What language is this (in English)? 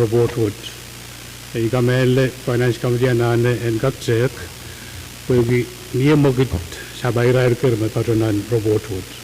Pohnpeian